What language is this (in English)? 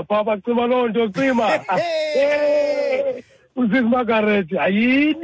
Xhosa